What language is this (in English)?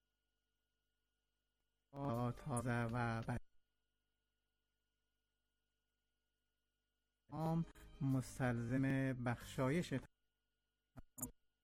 Persian